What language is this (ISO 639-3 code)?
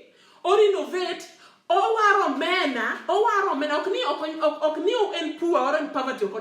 luo